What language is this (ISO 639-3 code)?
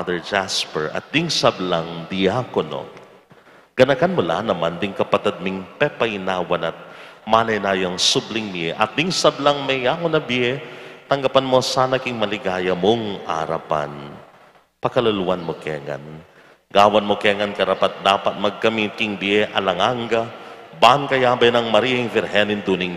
pam